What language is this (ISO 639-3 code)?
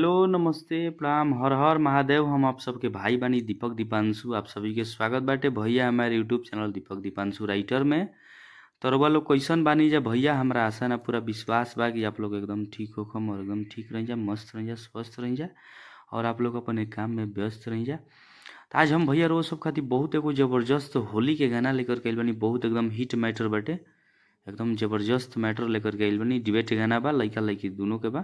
bho